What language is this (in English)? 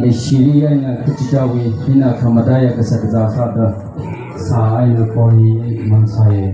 Tangkhul Naga (India)